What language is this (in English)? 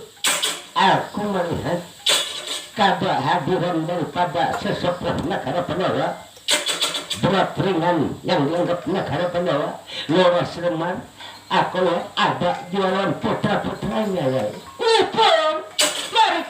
Banjar